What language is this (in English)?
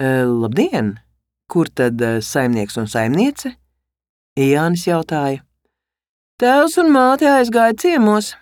Latvian